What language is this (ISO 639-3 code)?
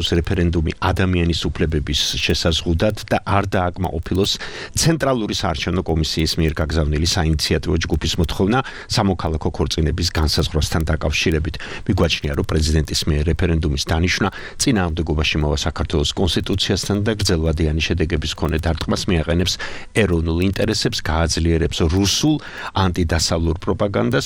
kat